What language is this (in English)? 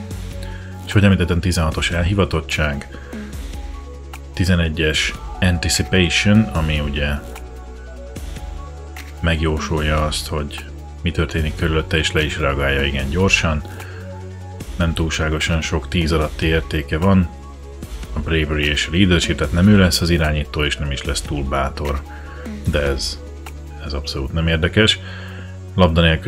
Hungarian